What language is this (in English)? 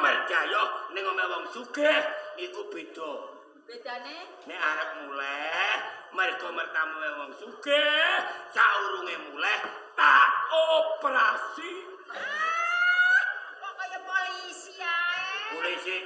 Javanese